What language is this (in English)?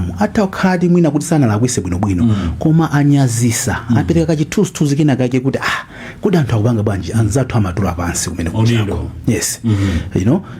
Nyanja